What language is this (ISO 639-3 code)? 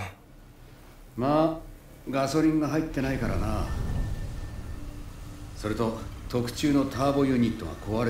jpn